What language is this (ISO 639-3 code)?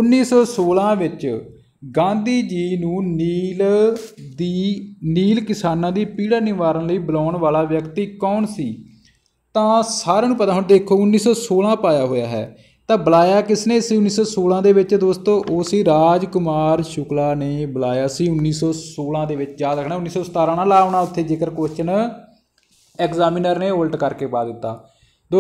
pan